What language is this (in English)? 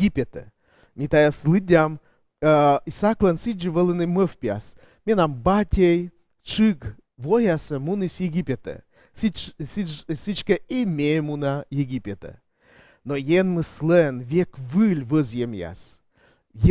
Komi